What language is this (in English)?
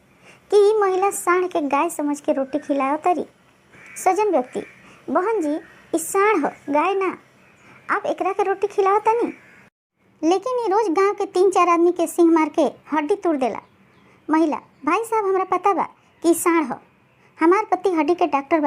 Bhojpuri